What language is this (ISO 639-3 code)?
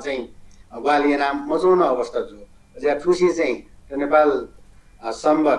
new